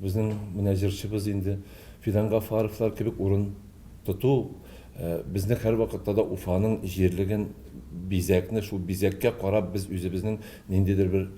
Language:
Tatar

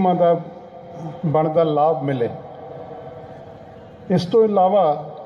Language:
Punjabi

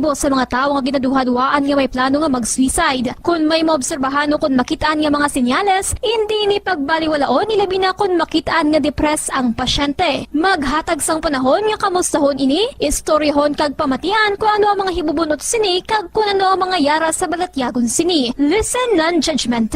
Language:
Hiligaynon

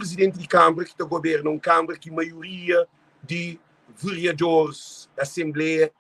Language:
Kabuverdianu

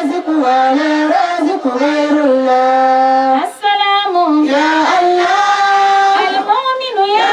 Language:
Dagbani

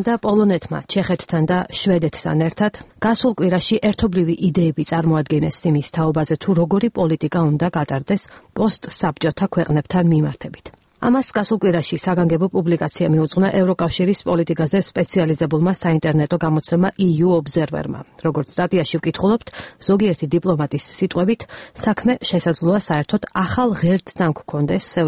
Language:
Georgian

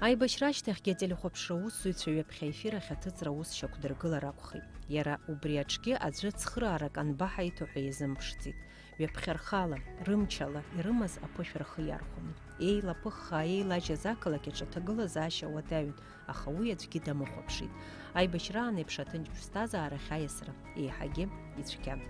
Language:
Abkhazian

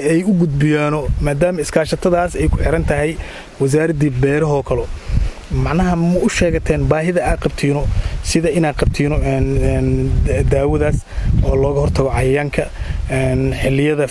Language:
Somali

